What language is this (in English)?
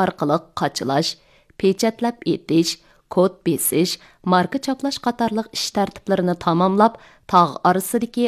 Uyghur